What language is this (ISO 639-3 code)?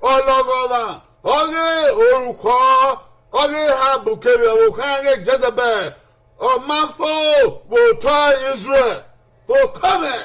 bin